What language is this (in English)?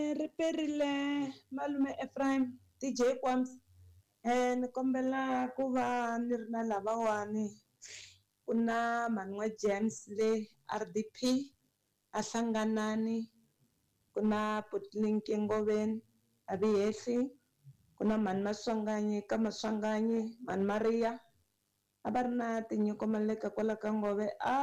Tsonga